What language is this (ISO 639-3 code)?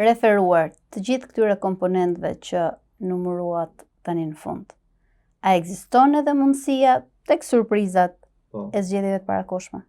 sqi